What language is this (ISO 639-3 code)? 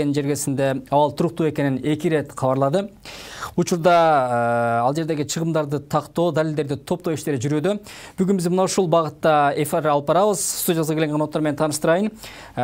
kir